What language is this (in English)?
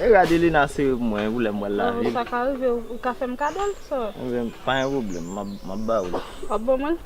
Haitian Creole